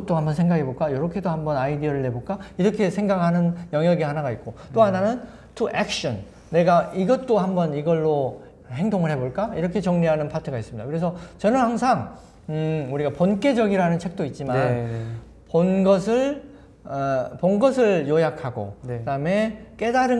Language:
Korean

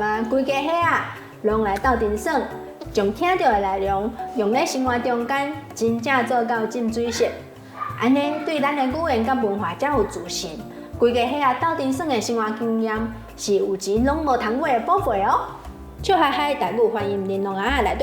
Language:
Min Nan Chinese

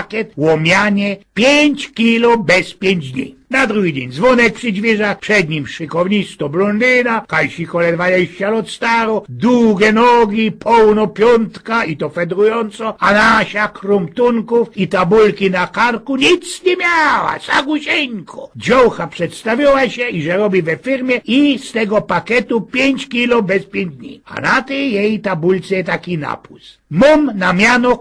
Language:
Silesian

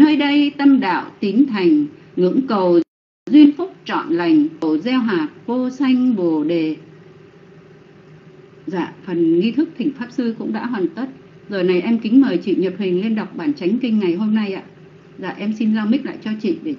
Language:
Vietnamese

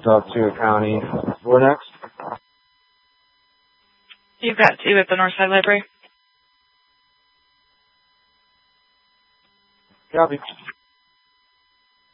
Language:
English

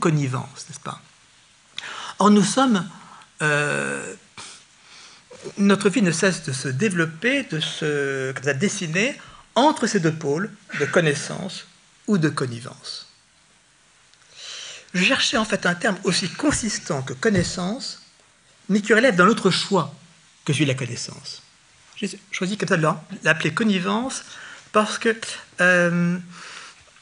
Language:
French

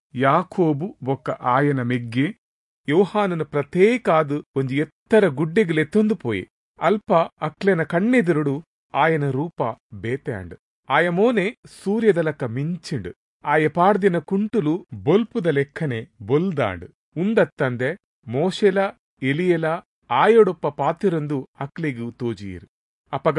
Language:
Tulu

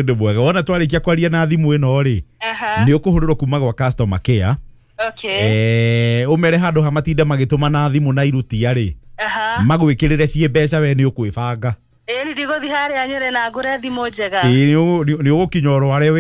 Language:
Kikuyu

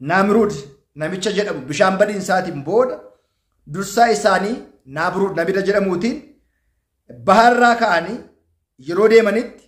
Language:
Oromo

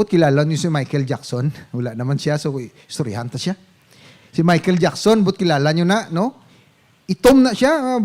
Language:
Hiligaynon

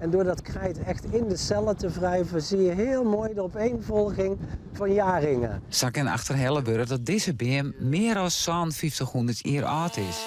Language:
Western Frisian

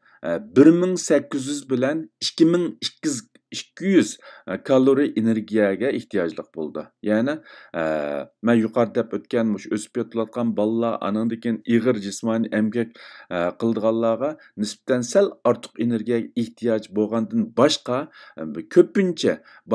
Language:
Uyghur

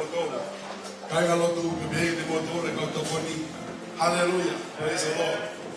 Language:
Tongan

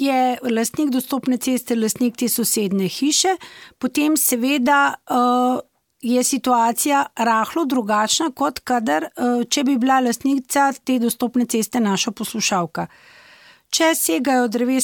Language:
Slovenian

